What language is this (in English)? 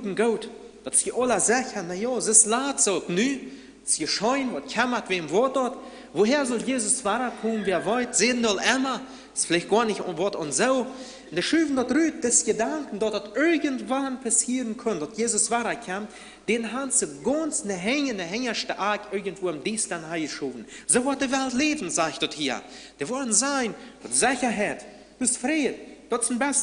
Plautdietsch